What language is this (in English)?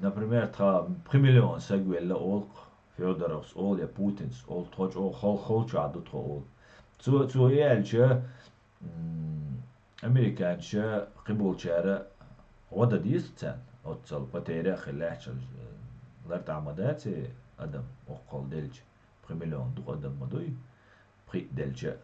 Chechen